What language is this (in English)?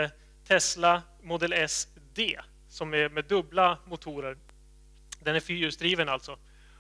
Swedish